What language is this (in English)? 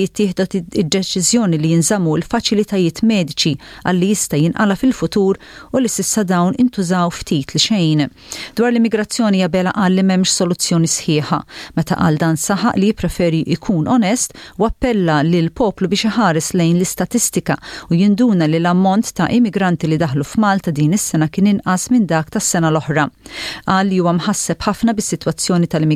Maltese